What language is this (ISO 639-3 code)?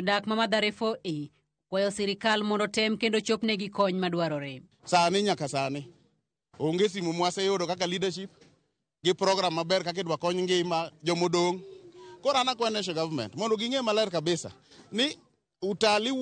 luo